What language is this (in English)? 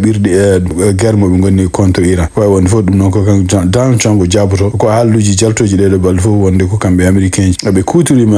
Fula